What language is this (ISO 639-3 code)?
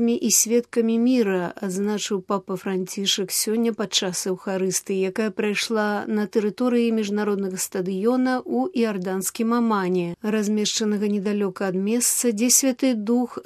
bel